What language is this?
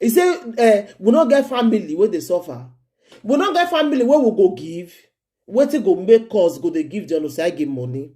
Nigerian Pidgin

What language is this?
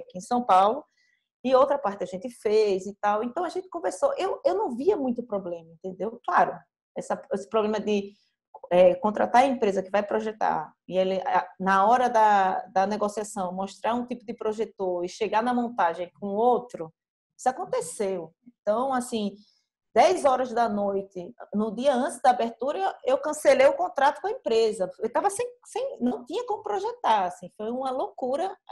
Portuguese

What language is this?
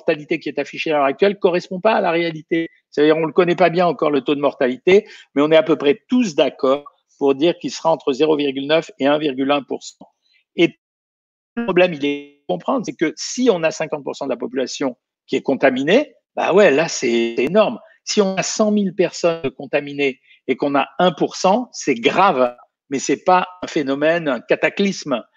French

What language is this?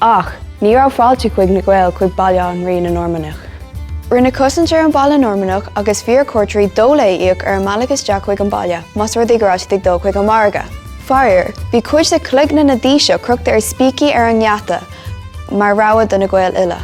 Irish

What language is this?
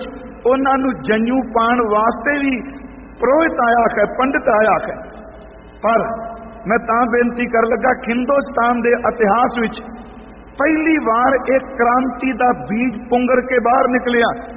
Punjabi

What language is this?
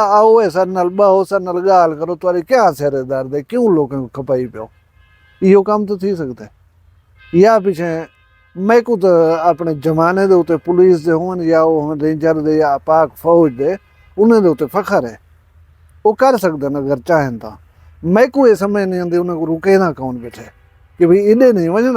Saraiki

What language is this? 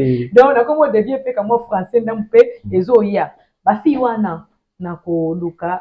Lingala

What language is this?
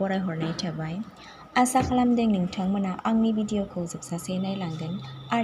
Bodo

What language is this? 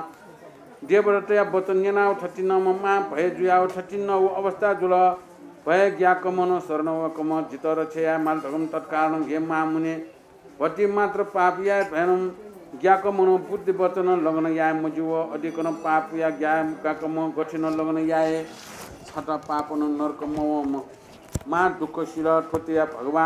Newari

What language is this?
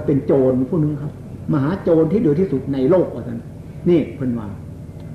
Northeastern Thai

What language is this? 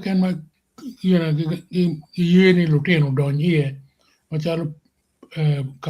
Acoli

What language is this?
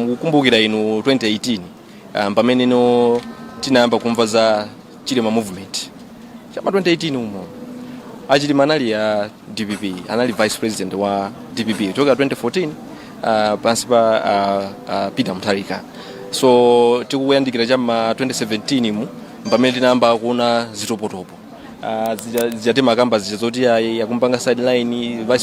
Nyanja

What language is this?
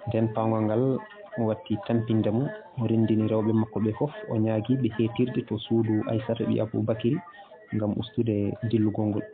Fula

